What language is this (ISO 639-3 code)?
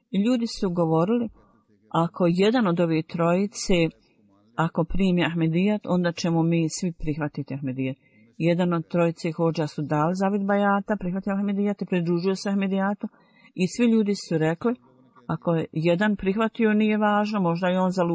bos